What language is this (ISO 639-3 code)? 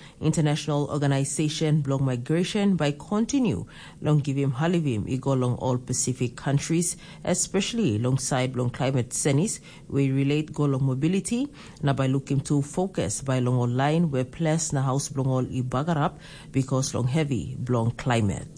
tpi